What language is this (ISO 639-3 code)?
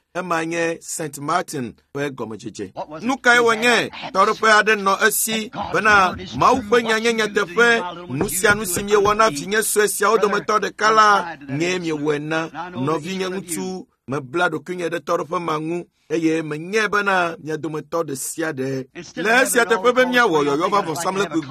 ewe